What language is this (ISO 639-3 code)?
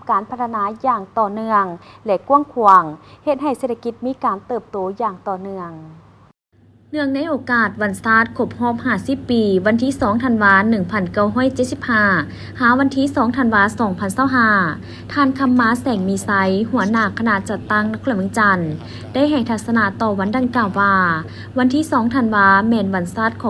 lao